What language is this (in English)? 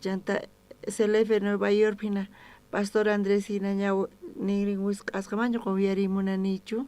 South Bolivian Quechua